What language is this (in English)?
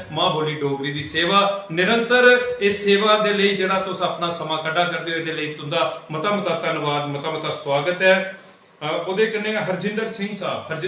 Dogri